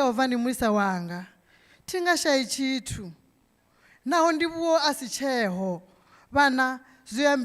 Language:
Venda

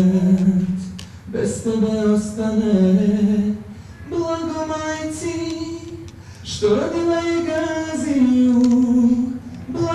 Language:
Bosnian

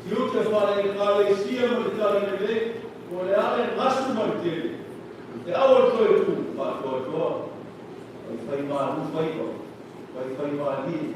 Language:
Samoan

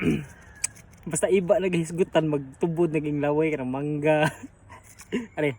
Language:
Cebuano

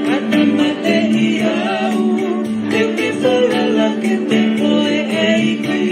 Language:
Tongan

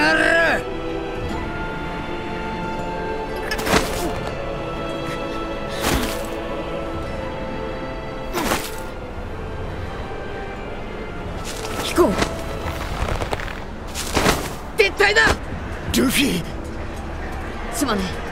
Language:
Japanese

